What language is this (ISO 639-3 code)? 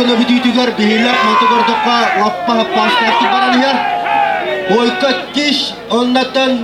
sah